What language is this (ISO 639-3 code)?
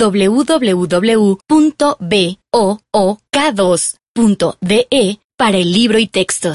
mkd